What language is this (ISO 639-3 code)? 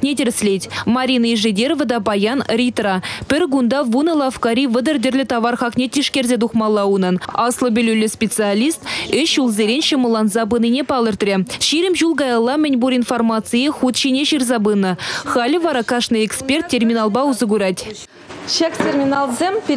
chv